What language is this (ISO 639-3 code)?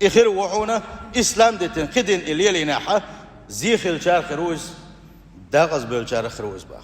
che